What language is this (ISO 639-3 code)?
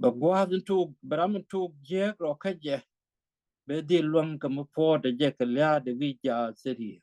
nus